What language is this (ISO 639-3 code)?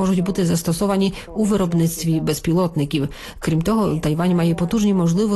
ukr